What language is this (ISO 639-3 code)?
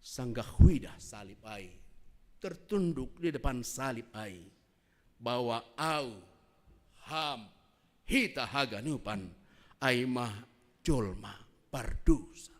bts